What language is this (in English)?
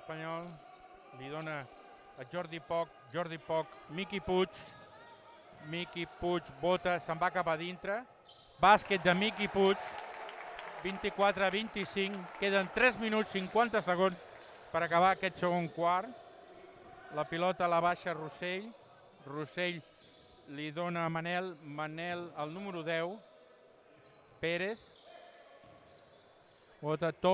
Catalan